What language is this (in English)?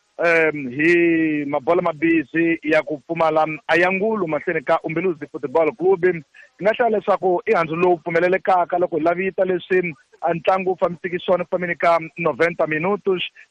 Tsonga